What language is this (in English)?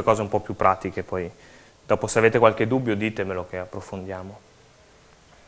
Italian